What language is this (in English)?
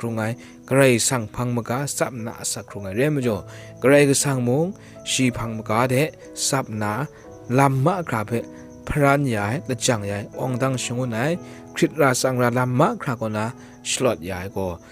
Kachin